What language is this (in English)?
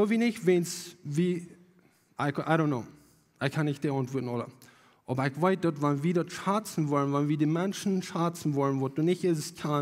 Plautdietsch